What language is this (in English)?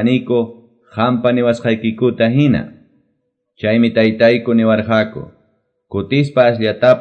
Quechua